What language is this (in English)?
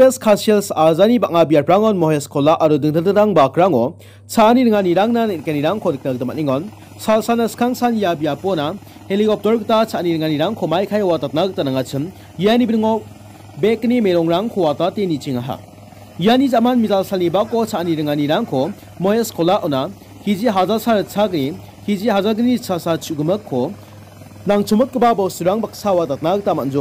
Garo